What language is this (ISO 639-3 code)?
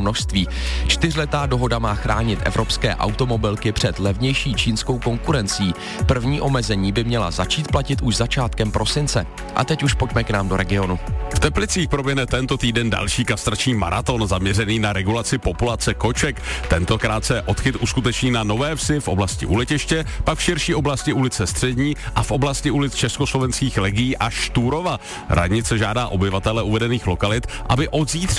ces